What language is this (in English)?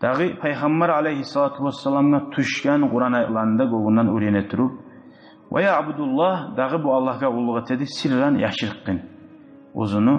Kumyk